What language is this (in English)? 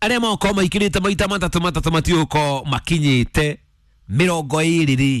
Kikuyu